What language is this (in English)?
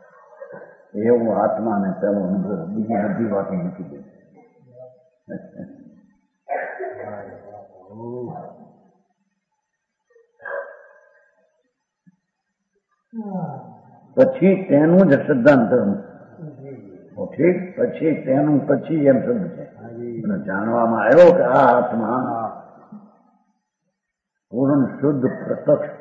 Gujarati